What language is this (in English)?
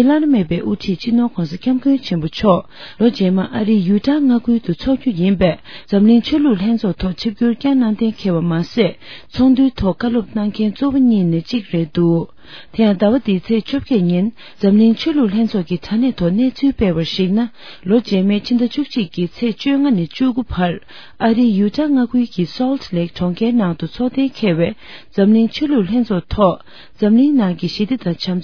Tibetan